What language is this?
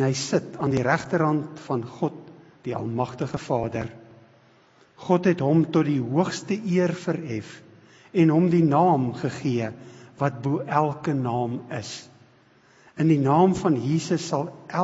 Afrikaans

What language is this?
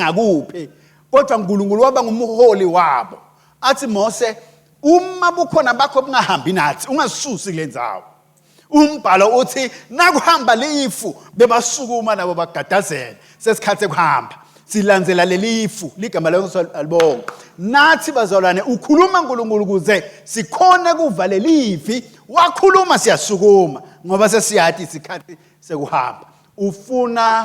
Swati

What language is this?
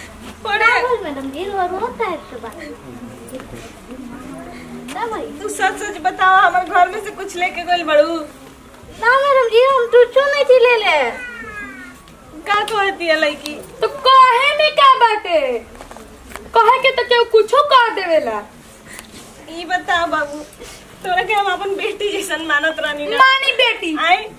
Bhojpuri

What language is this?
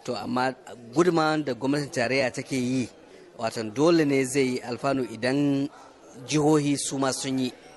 Hausa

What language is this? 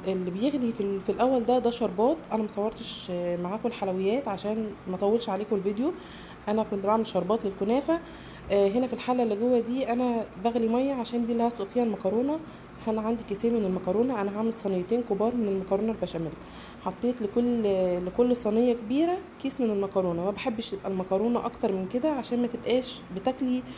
Egyptian Arabic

